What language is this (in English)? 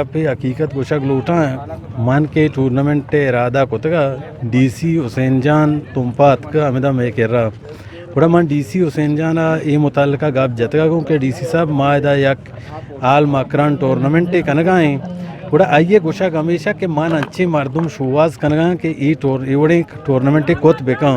Eastern Balochi